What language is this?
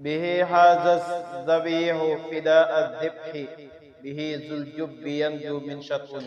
Wolof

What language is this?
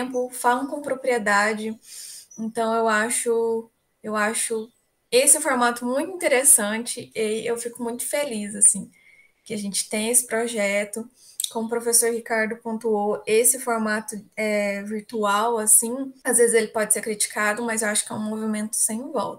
Portuguese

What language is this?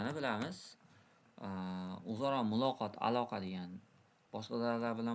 Uzbek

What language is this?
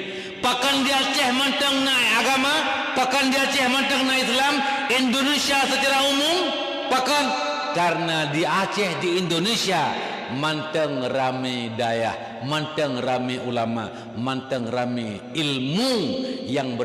Achinese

